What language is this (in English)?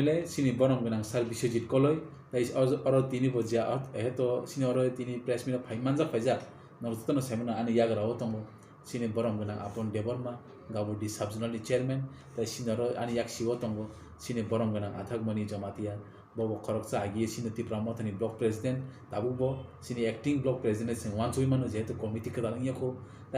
Kok Borok